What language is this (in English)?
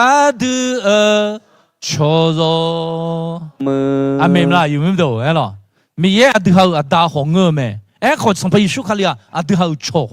Akha